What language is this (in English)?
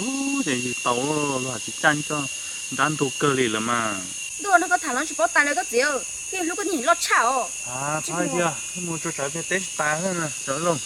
Hmong